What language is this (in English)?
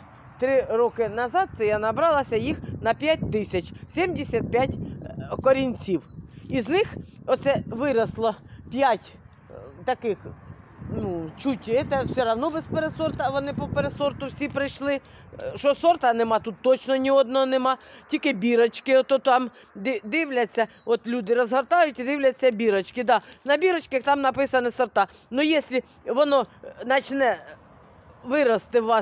Ukrainian